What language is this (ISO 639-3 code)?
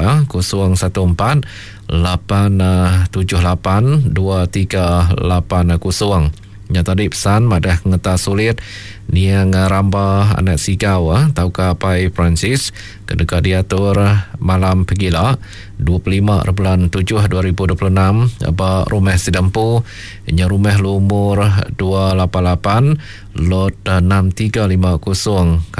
iba